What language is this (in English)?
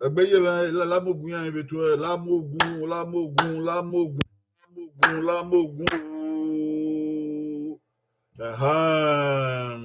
Bini